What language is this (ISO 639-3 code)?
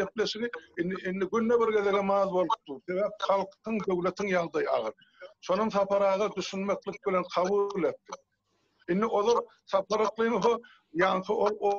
tuk